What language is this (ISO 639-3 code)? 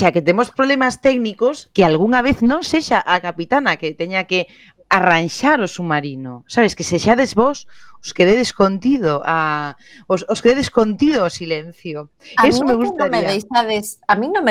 glg